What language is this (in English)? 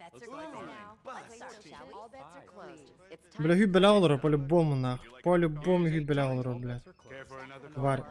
Yakut